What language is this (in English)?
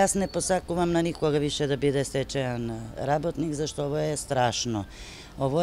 Macedonian